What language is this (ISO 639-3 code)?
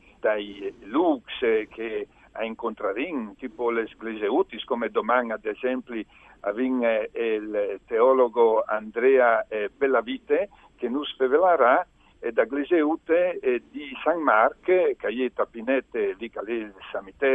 fur